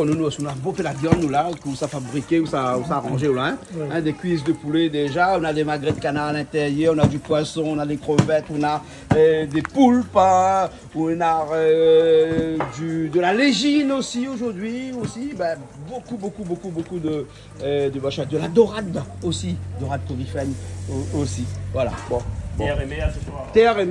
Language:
Réunion Creole French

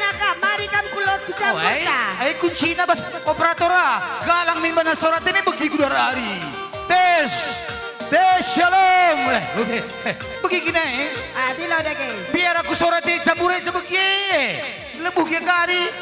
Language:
Batak Karo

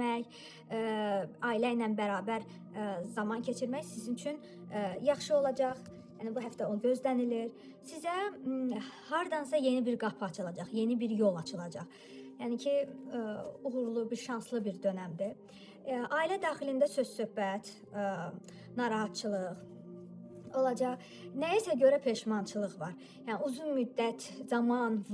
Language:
Azerbaijani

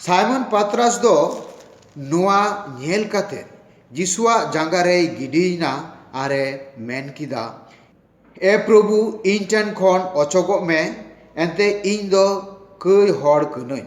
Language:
Santali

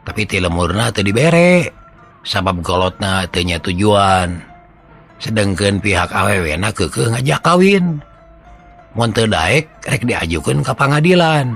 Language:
Sundanese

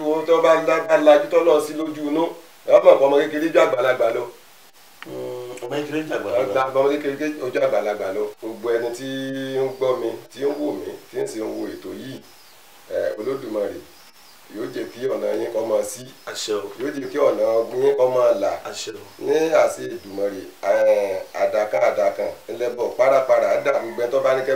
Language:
Yoruba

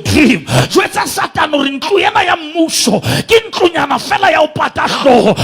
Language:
Southern Sotho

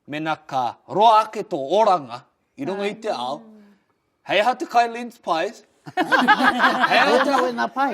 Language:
Māori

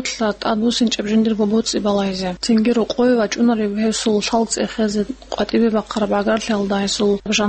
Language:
Avaric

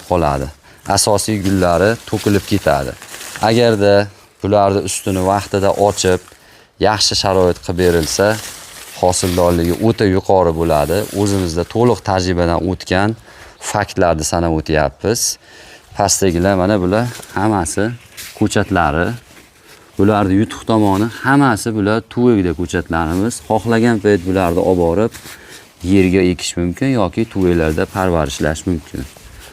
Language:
Uzbek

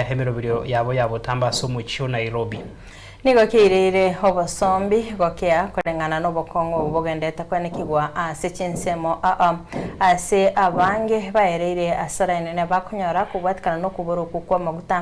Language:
Gusii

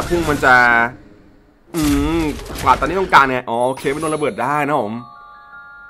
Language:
Thai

